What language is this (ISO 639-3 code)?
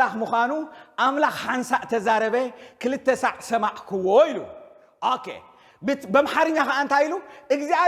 tir